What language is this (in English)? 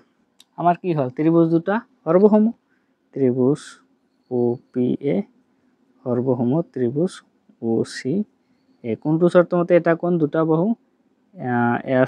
Assamese